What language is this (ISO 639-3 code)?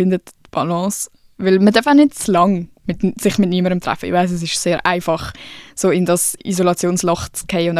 gsw